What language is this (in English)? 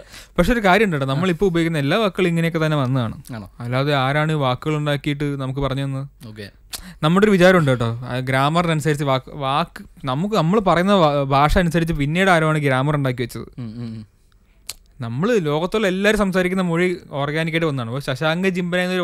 Malayalam